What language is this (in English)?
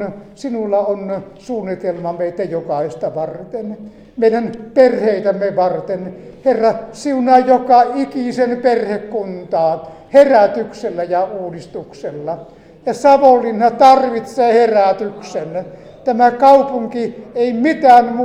Finnish